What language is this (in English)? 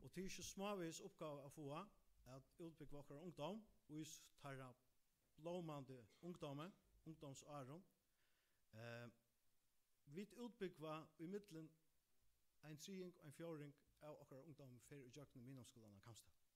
Faroese